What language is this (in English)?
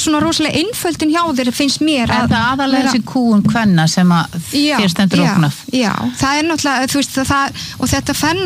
Icelandic